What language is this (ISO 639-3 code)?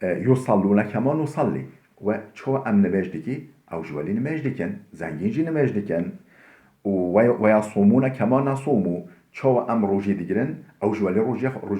kur